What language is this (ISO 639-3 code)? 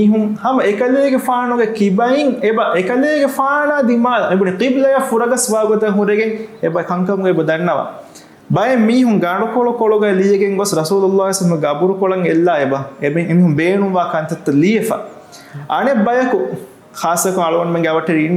div